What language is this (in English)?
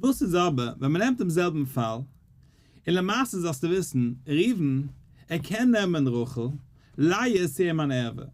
Yiddish